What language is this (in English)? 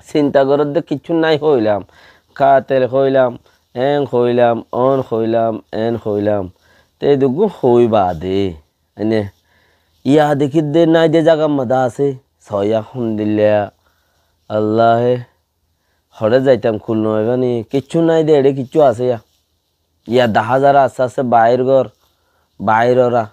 Rohingya